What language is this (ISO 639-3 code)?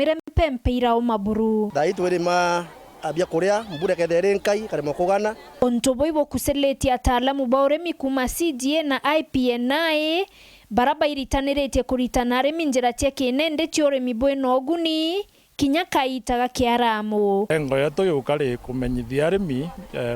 mer